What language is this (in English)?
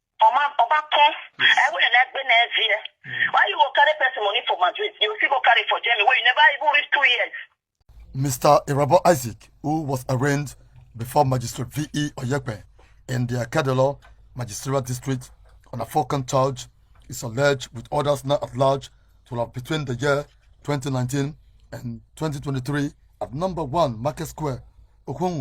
Nigerian Pidgin